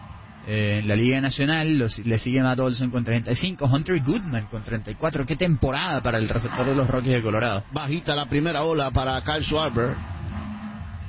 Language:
Spanish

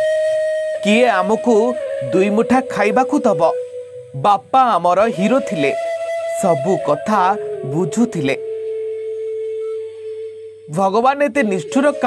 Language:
Odia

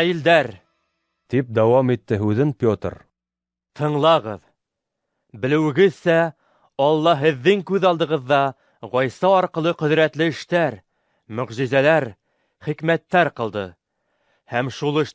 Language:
Bashkir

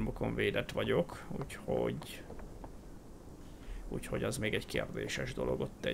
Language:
Hungarian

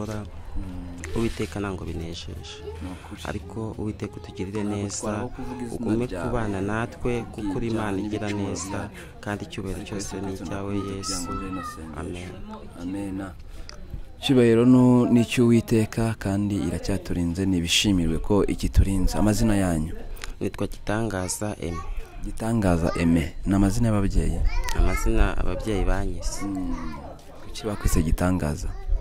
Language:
Kinyarwanda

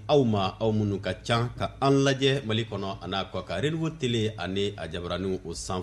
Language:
Bambara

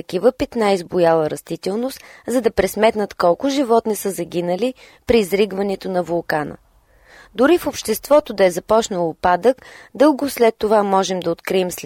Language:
Bulgarian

